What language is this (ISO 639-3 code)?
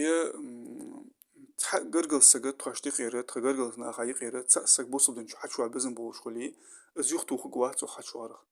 inh